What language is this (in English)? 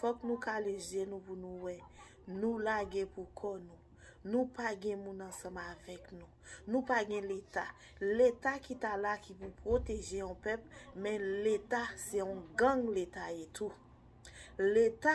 Haitian Creole